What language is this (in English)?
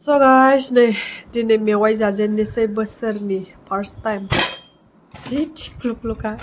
Bodo